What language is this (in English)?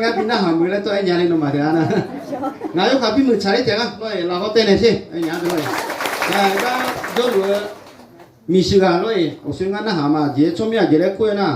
Akha